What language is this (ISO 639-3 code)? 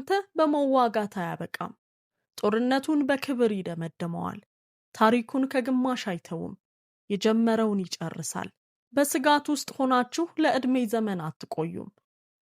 amh